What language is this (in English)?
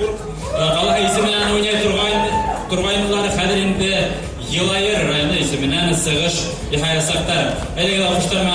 Bashkir